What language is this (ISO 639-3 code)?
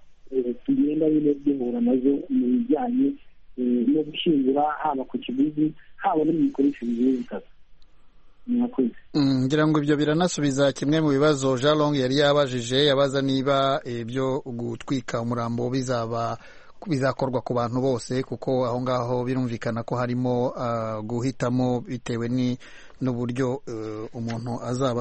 kin